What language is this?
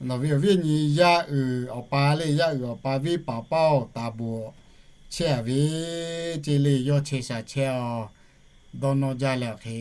Lahu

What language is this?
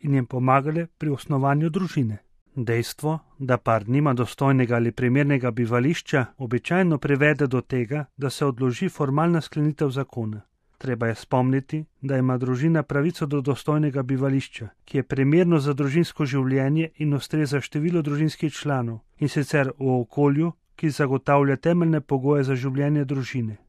Slovenian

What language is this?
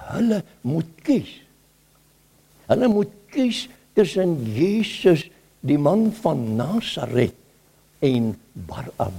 Afrikaans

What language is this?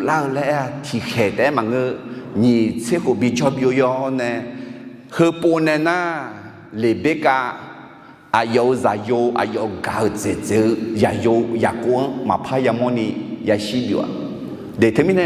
Akha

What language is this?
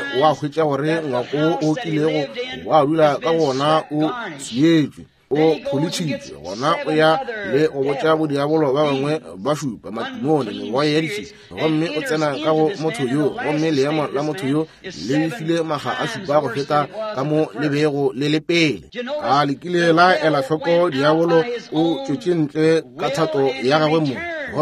Northern Sotho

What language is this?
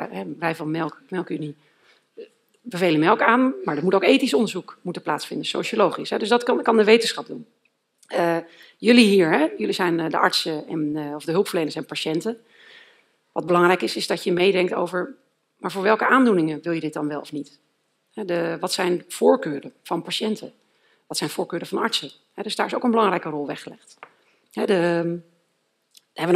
Dutch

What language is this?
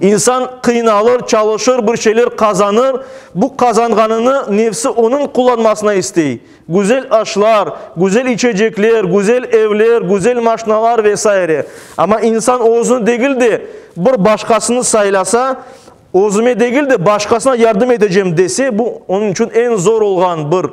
Crimean Tatar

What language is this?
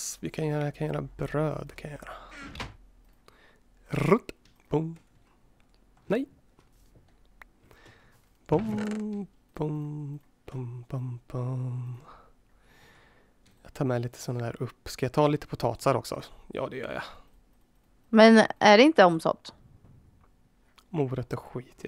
Swedish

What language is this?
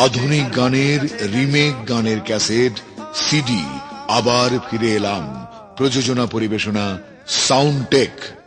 Bangla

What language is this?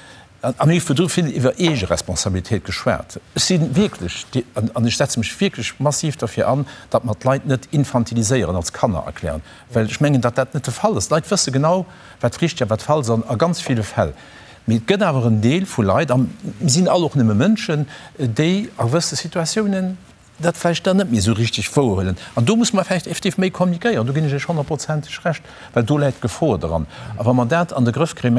Luxembourgish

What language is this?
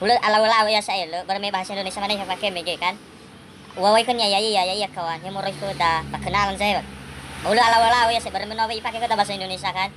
Nias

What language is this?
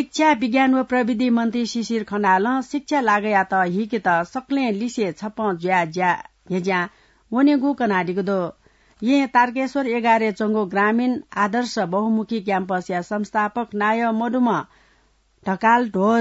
Newari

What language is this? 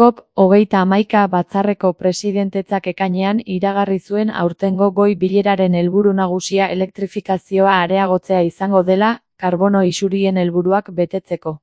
Basque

